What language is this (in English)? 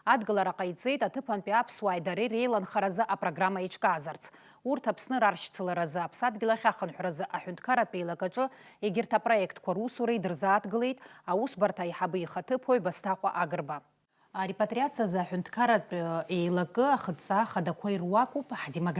Abkhazian